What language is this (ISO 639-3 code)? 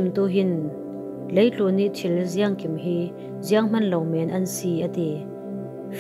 cfm